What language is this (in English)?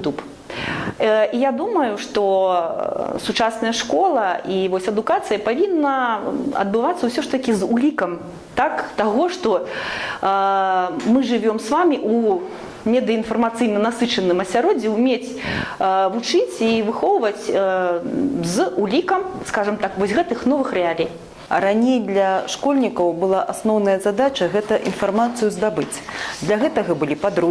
Belarusian